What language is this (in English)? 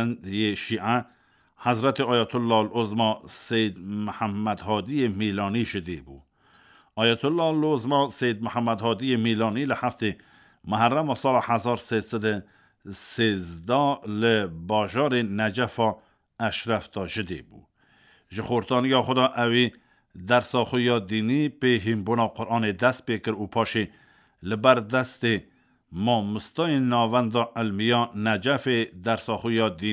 Kurdish